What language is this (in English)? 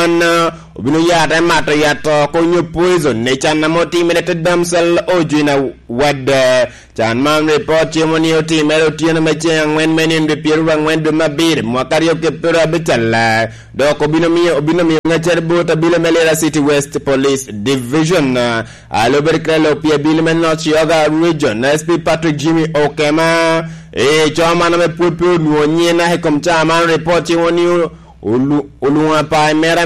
Lango (Uganda)